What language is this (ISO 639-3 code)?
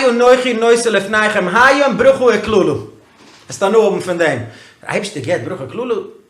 yid